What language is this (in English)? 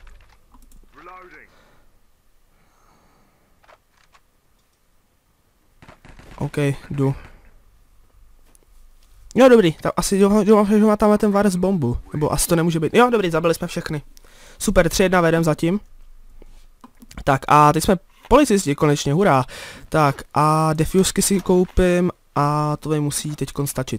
Czech